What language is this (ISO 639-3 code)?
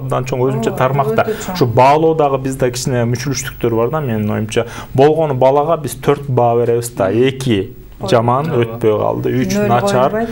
kir